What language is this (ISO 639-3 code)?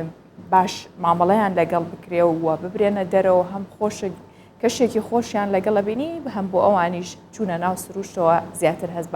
ckb